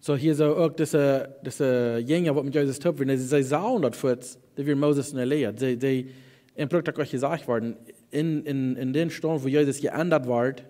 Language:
Plautdietsch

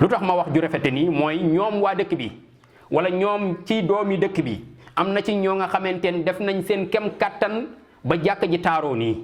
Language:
Wolof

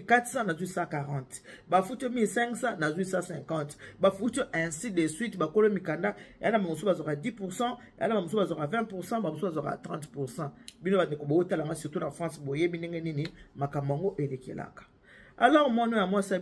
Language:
Lingala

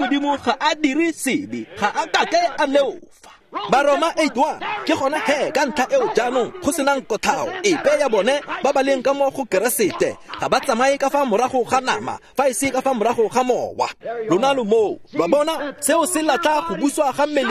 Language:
Tswana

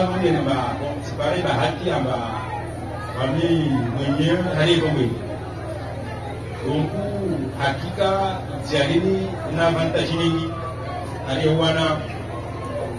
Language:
Swahili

